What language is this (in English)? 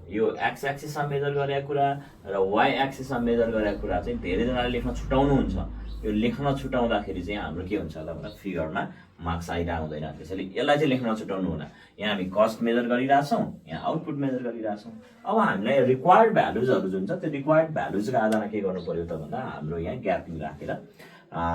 Nepali